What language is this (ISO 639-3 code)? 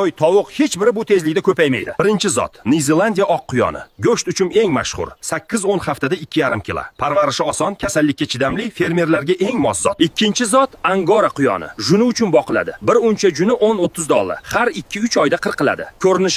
uzb